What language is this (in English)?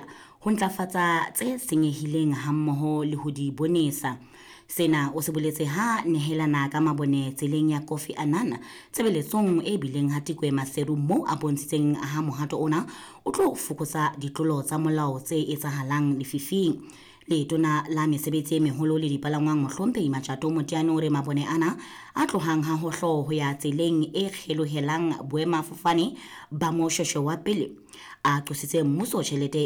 Southern Sotho